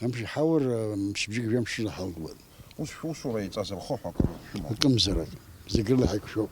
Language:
Abkhazian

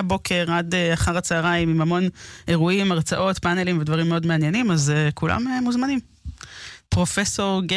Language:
Hebrew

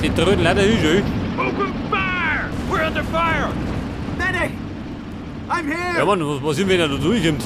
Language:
Bavarian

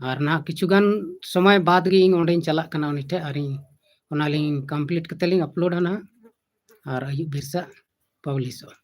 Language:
Santali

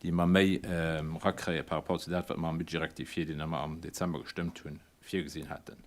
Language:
Luxembourgish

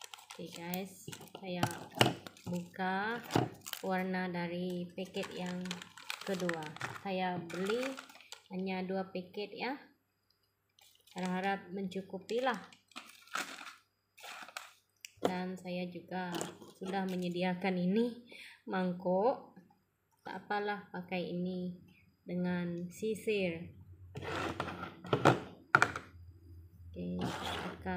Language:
Malay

